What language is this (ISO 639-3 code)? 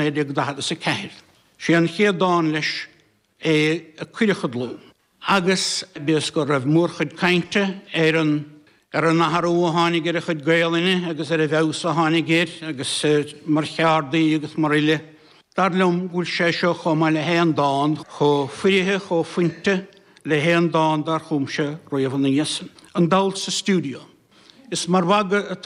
gle